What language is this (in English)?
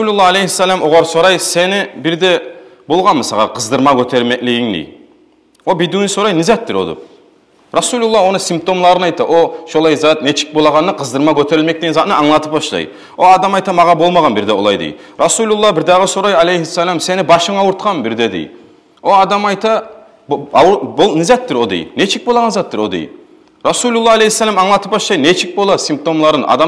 Kumyk